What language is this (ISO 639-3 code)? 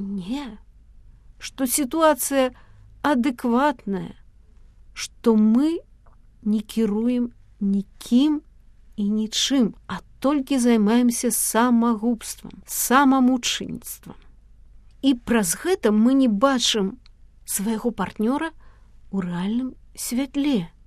bel